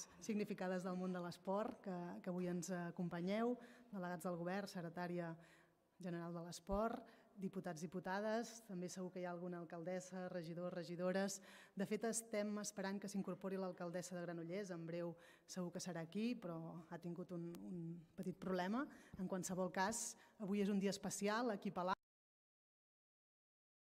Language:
Catalan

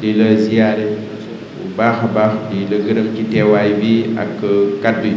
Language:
Wolof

